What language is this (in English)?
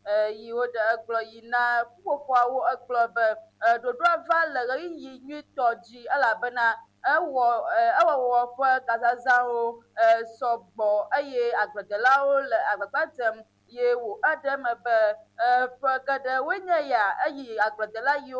Ewe